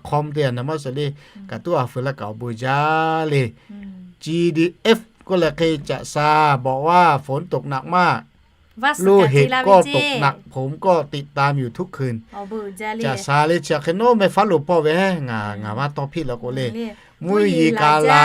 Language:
Lahu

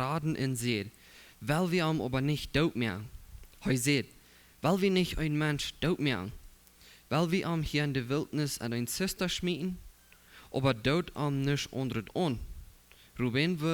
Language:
Plautdietsch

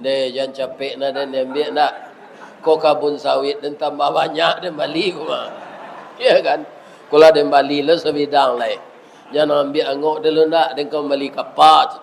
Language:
Minangkabau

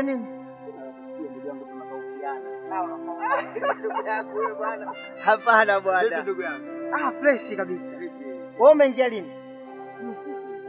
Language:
Swahili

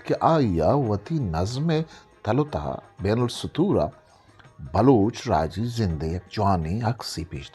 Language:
Eastern Balochi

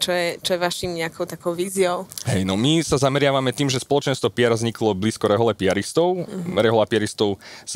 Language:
Slovak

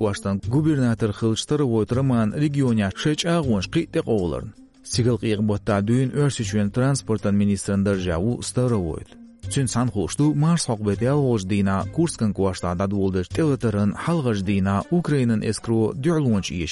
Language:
Chechen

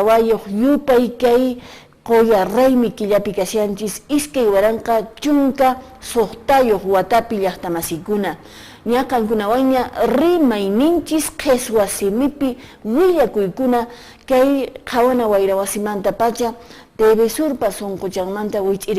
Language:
Quechua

